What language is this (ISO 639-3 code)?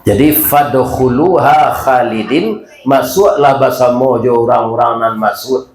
min